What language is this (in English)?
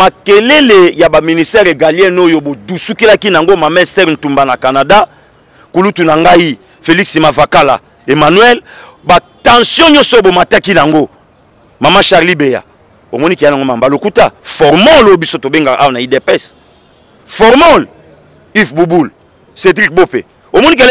Lingala